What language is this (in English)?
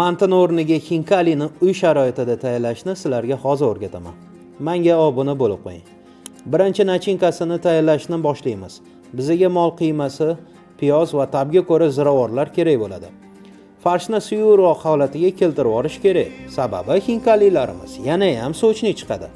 Uzbek